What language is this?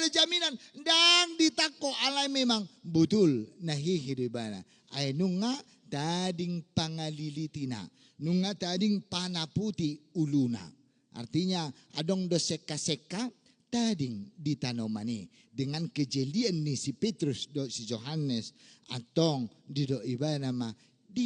Batak Toba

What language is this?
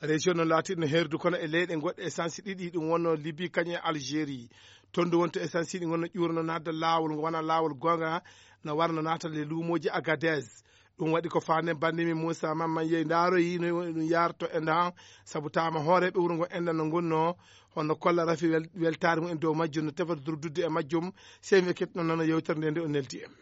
Fula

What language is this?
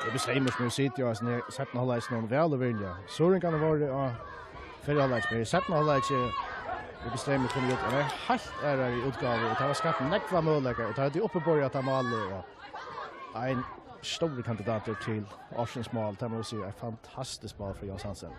Faroese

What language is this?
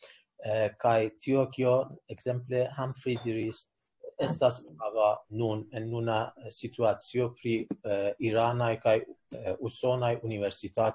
Esperanto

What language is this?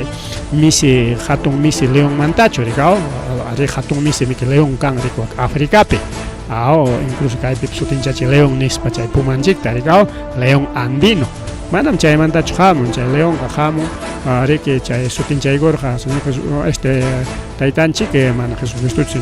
Ayacucho Quechua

